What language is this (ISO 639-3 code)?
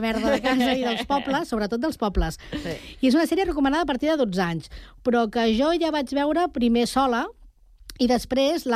cat